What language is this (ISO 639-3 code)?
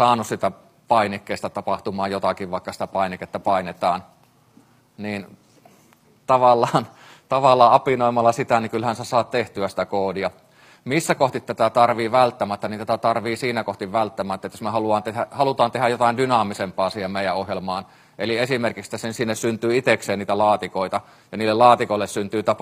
fin